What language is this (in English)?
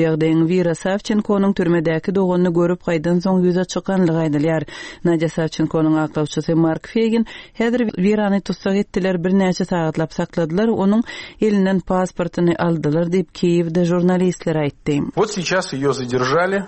Turkmen